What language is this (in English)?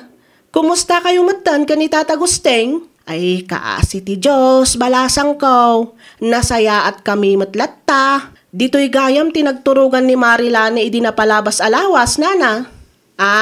Iloko